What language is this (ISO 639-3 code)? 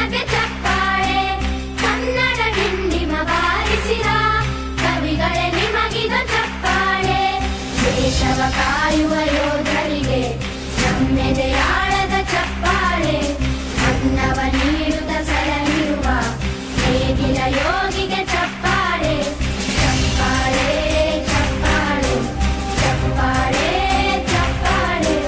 kan